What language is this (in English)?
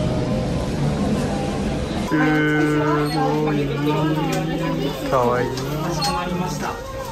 Korean